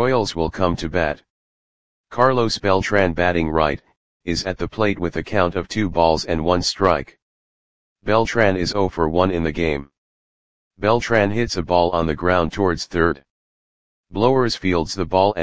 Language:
English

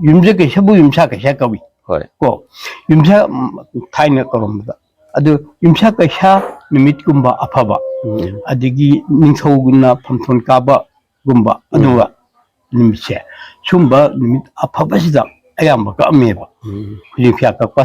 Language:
Manipuri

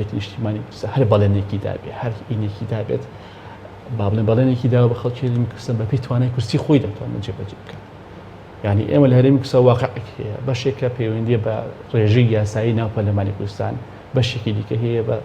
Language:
Central Kurdish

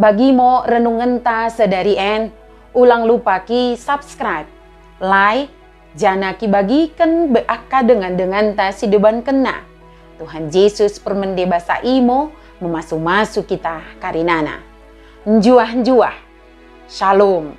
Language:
Batak Dairi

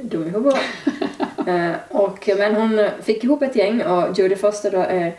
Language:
Swedish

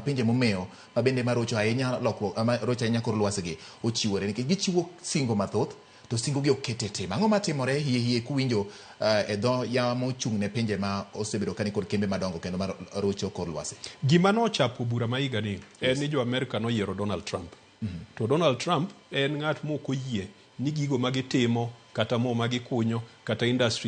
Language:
Luo (Kenya and Tanzania)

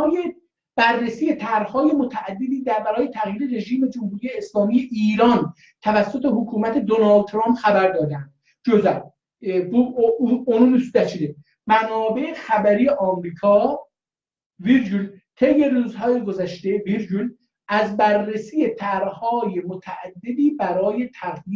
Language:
South Azerbaijani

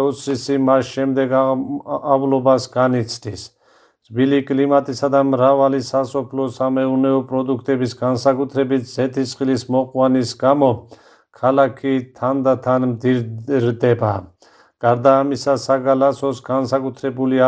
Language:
Georgian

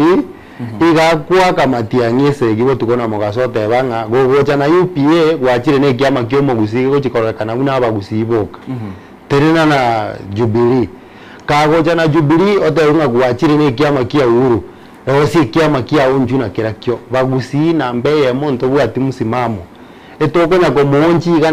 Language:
Gusii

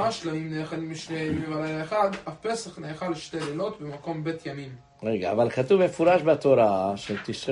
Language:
Hebrew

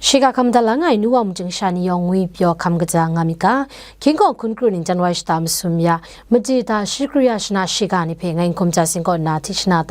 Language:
Kachin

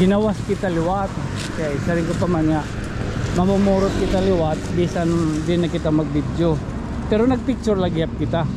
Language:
Waray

